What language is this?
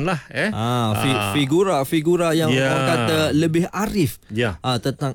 Malay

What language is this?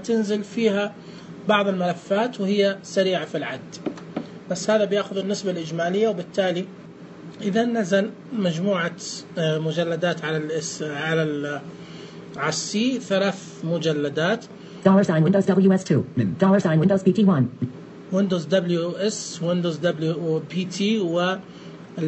Najdi Arabic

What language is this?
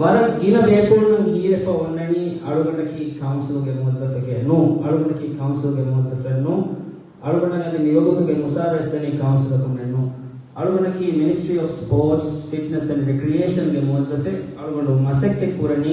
Divehi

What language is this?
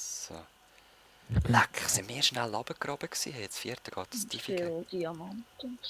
Swiss German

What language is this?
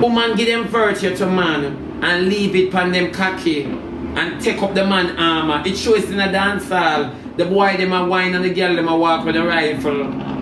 Jamaican Creole English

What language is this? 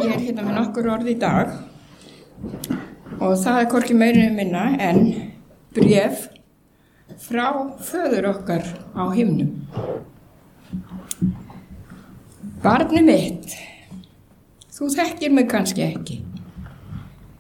Icelandic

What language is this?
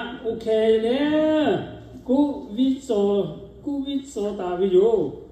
Lahu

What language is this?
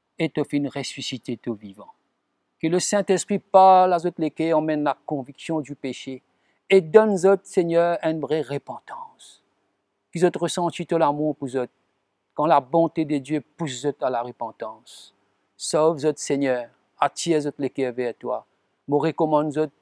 Morisyen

